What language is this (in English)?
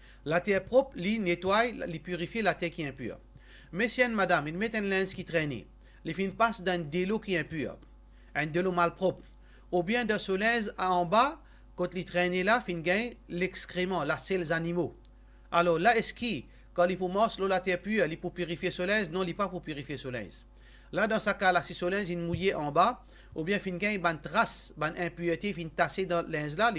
Morisyen